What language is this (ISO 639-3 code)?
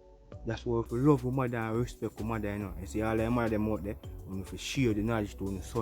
jam